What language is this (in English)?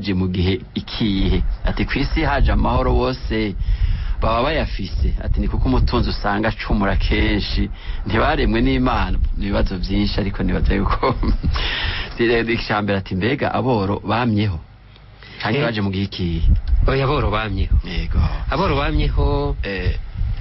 Rundi